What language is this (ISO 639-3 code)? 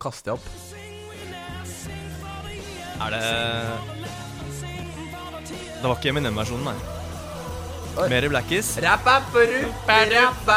nor